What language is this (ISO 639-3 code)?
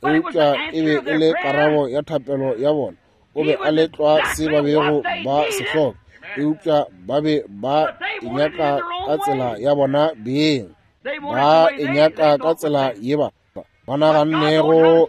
nso